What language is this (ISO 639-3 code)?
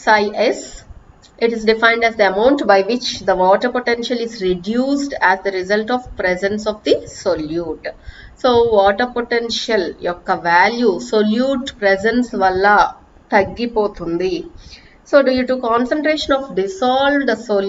tel